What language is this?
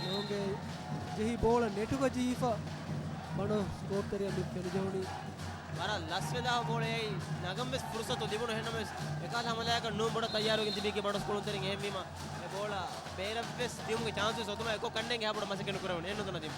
Divehi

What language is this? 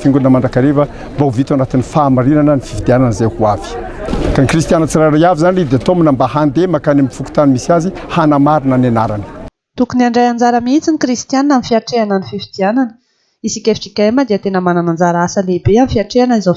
Malagasy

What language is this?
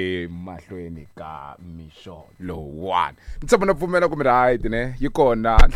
Tsonga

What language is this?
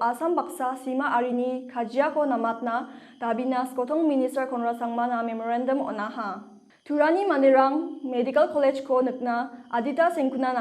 Garo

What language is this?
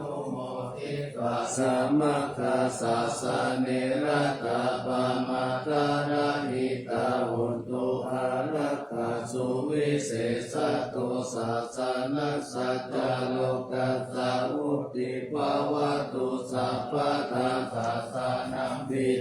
Pali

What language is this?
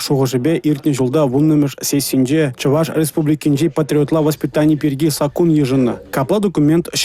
Chuvash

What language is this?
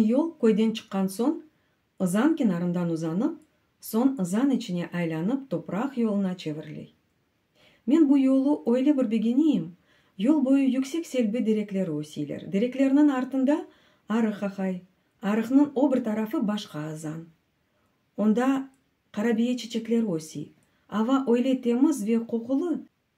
Crimean Tatar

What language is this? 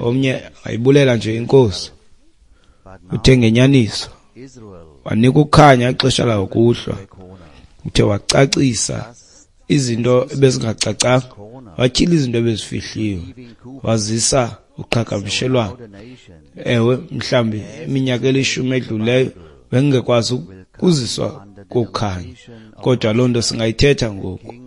Xhosa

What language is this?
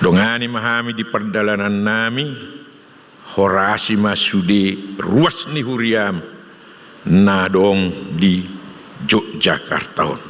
Batak Toba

